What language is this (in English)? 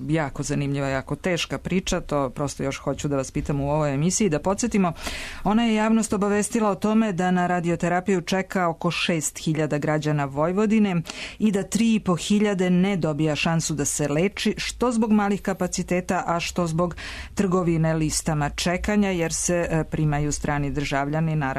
Serbian